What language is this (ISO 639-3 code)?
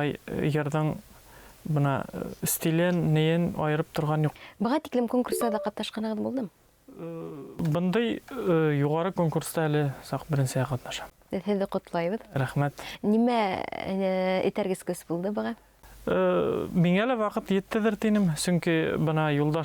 bak